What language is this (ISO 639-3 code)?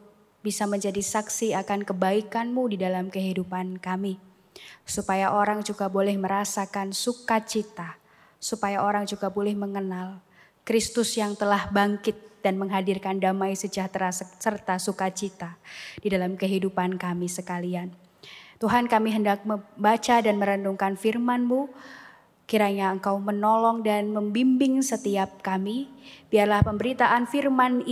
ind